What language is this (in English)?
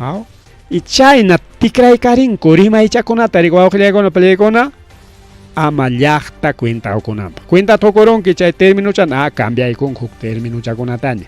Ayacucho Quechua